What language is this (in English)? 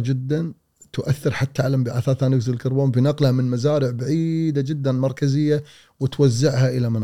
Gulf Arabic